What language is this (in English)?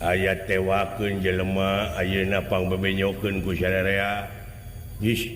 Sundanese